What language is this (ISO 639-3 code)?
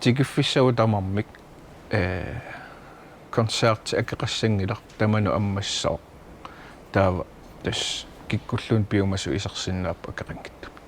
kal